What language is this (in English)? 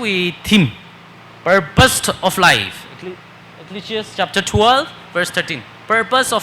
Tangkhul Naga (India)